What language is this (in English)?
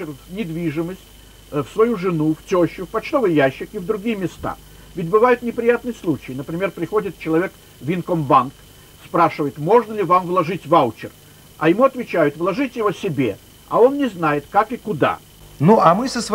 Russian